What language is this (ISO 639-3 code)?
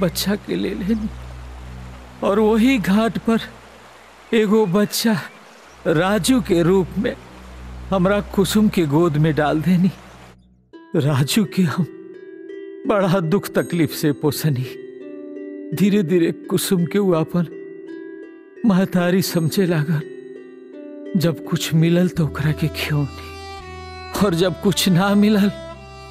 bho